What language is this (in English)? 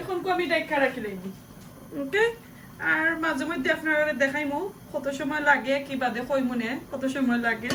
Sylheti